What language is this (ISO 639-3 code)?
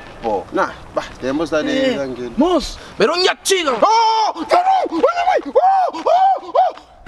kea